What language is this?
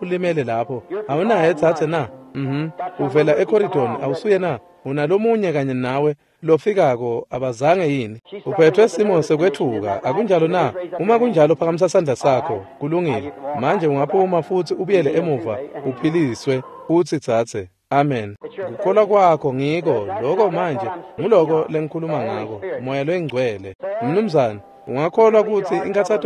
Swati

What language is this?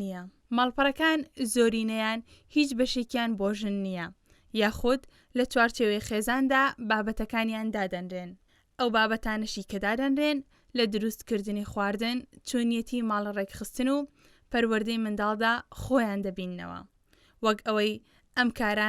Central Kurdish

